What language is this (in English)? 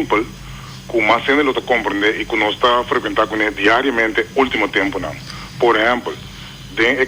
Papiamento